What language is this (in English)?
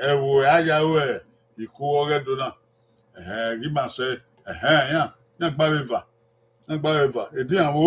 Bini